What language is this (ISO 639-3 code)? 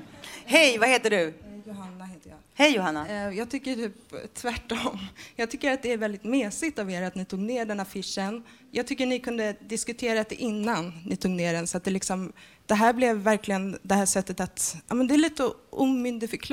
swe